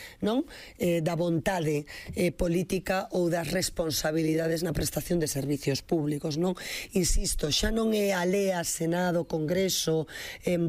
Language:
Galician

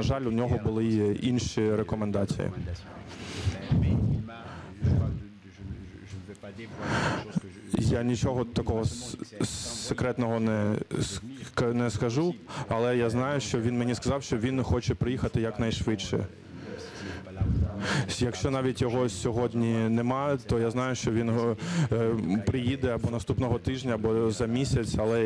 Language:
Ukrainian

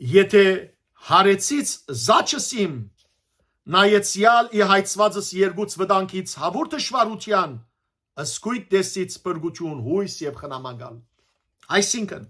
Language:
Western Armenian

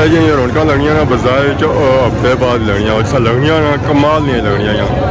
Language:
Pahari-Potwari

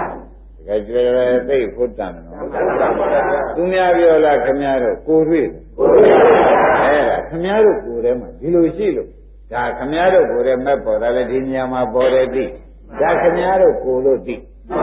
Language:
Burmese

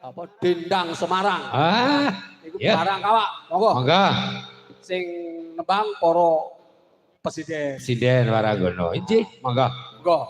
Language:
Javanese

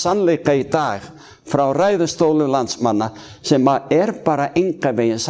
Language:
Icelandic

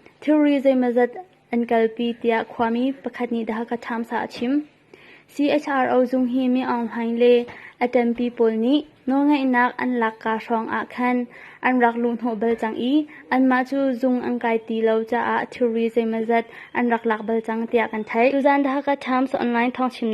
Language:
Hakha Chin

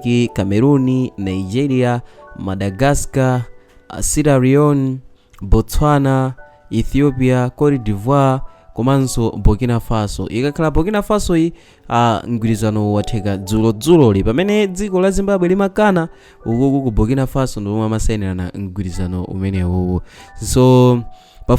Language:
Nyanja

